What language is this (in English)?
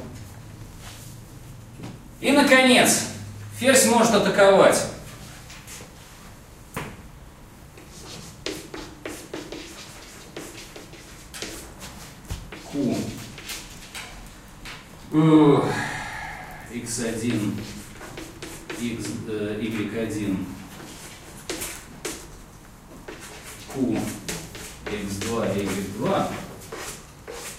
Russian